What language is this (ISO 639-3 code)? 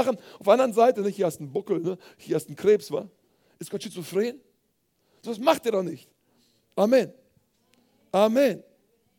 deu